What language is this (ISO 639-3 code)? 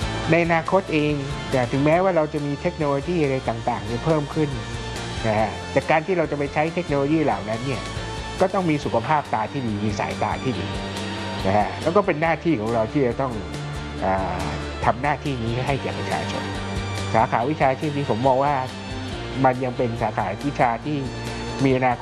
tha